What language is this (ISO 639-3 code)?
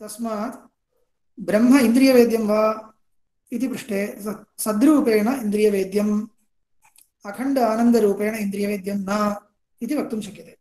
san